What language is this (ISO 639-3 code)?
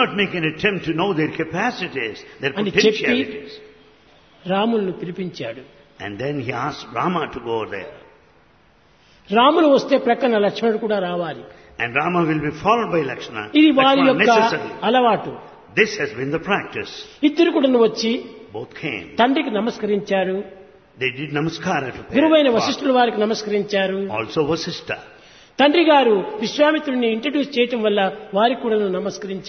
tel